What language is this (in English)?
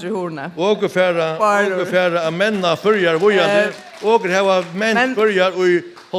Faroese